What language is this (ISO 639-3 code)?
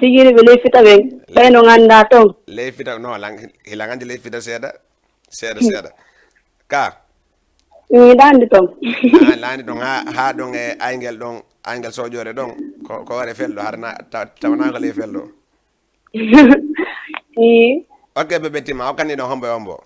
ful